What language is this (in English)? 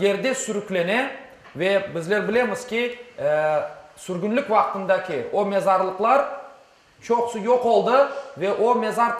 Crimean Tatar